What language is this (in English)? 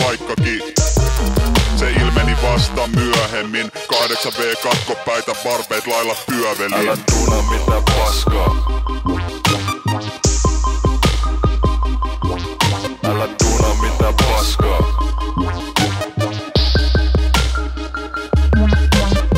Finnish